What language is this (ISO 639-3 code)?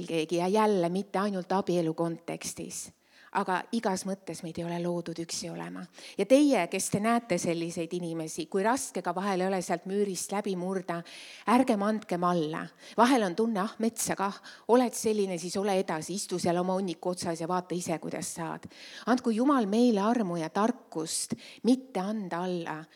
est